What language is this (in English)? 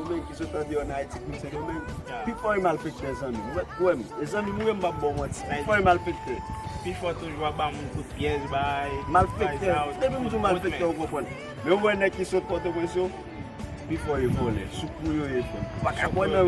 Haitian Creole